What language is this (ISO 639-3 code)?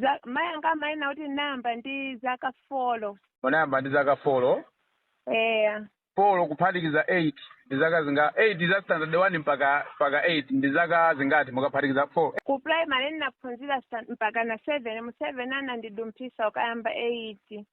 nya